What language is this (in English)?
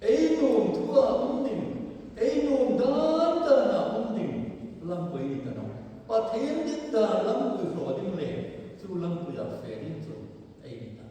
Hmar